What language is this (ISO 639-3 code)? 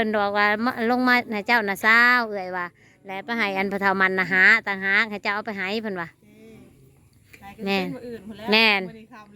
tts